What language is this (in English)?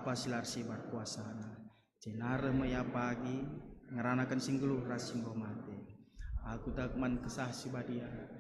Batak Karo